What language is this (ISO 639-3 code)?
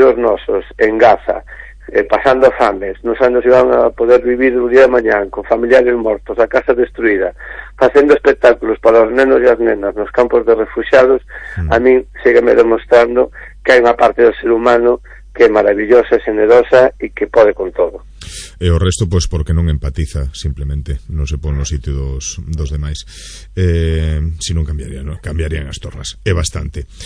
glg